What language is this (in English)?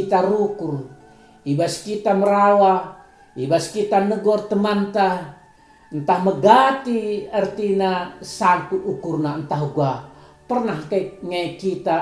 Batak Karo